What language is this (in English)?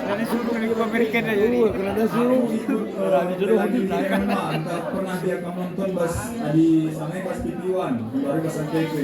Batak Karo